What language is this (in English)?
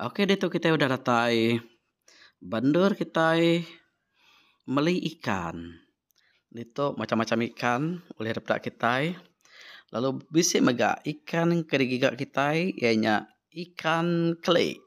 Iban